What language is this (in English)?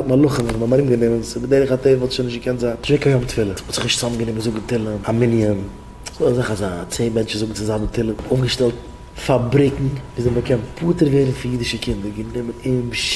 Yiddish